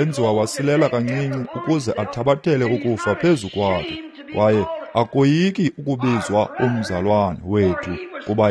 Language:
Xhosa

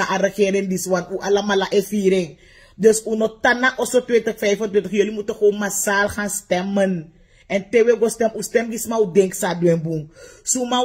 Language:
Sranan Tongo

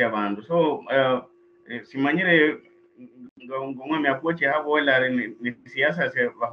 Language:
Luyia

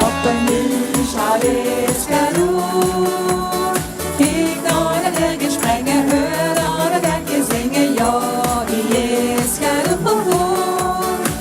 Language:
Limburgish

